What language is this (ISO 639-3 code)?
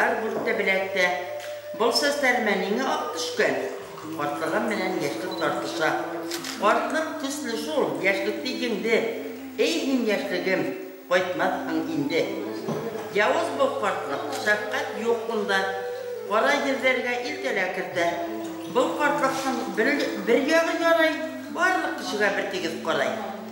bak